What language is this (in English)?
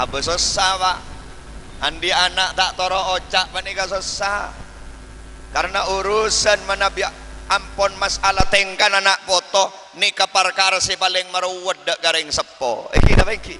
Madurese